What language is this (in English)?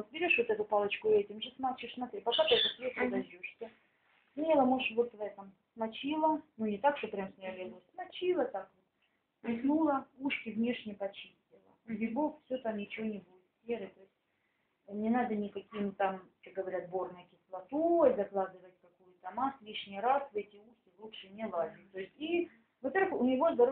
Russian